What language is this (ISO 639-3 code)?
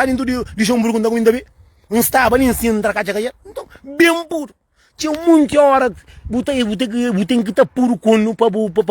kea